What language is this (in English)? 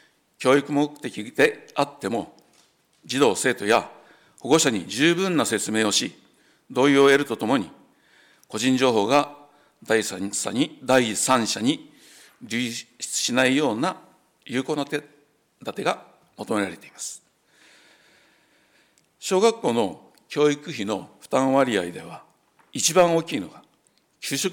Japanese